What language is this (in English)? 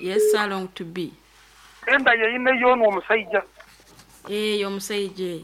Nyankole